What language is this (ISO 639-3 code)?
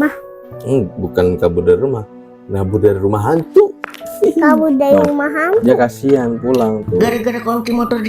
bew